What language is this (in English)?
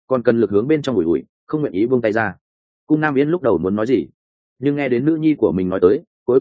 Vietnamese